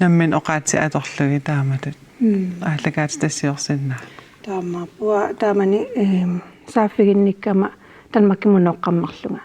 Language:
Kalaallisut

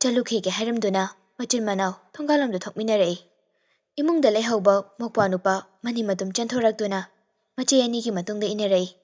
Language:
Manipuri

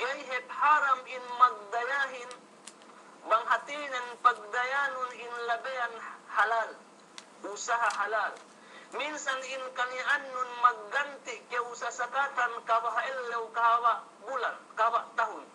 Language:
Yakan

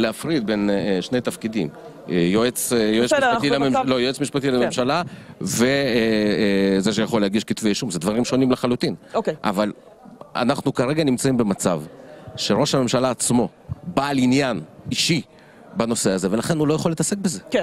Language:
Hebrew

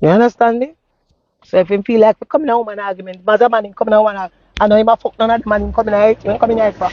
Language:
Jamaican Creole English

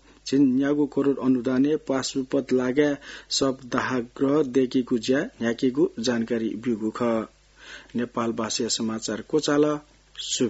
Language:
Newari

